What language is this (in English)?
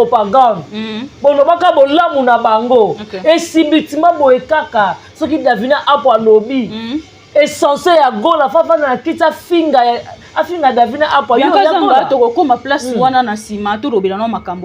Lingala